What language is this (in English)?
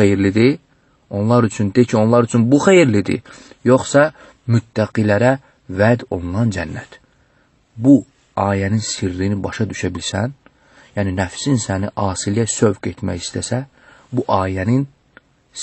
Azerbaijani